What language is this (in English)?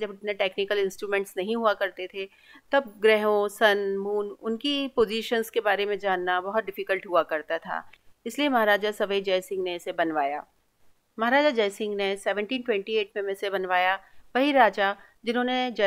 Hindi